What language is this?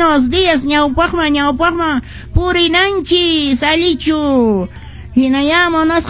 Quechua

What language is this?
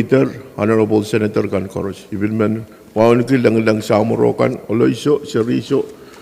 Pohnpeian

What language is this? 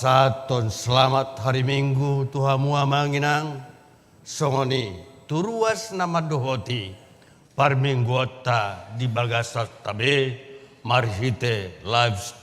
Batak Toba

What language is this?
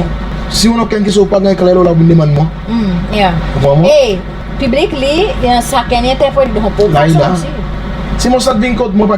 Seselwa Creole French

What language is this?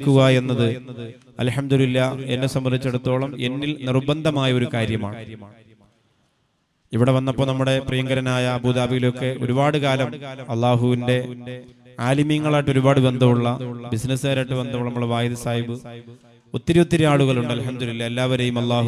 Malayalam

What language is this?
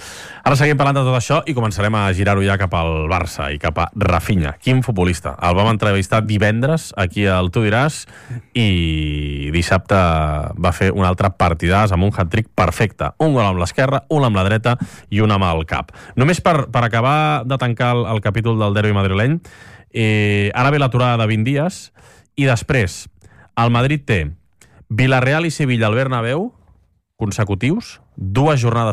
Catalan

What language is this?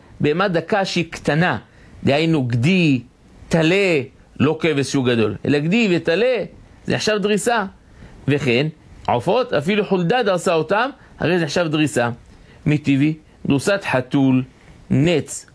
Hebrew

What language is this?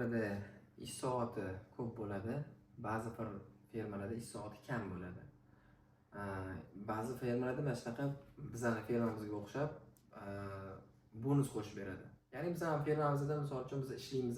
Uzbek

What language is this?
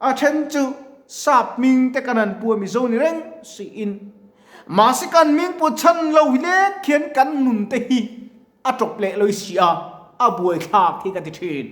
Mizo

